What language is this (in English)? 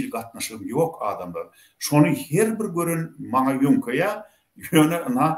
Turkmen